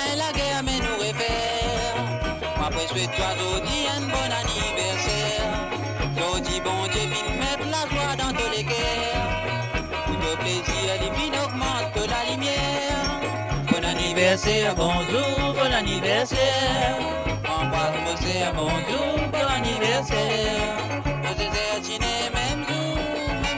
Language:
Morisyen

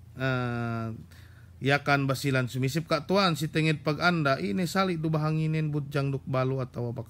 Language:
Yakan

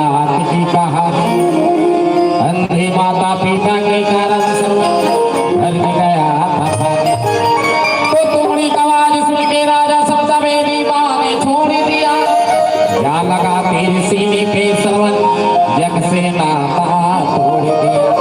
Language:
Chhattisgarhi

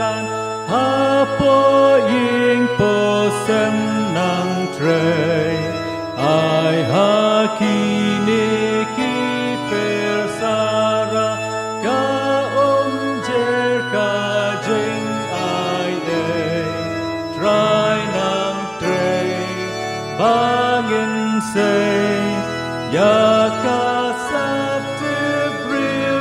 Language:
Khasi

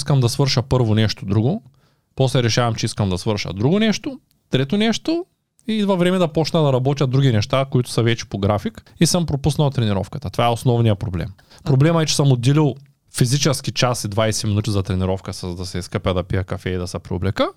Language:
Bulgarian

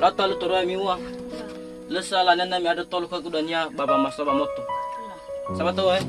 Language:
Nias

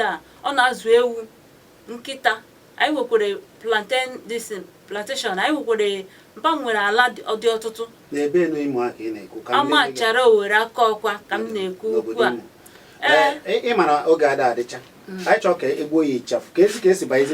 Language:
Igbo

